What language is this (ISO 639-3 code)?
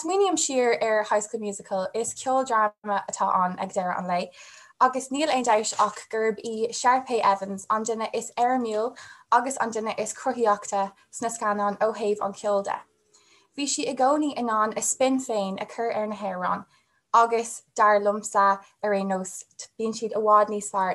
gle